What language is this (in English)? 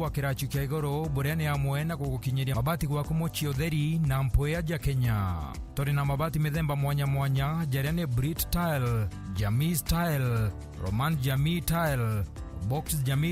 Meru